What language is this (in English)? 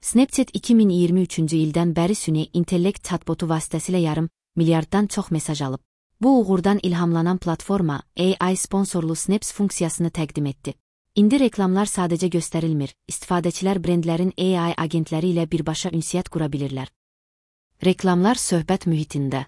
Azerbaijani